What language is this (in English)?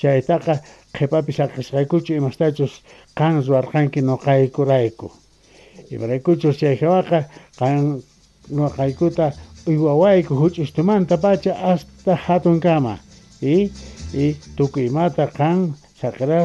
South Bolivian Quechua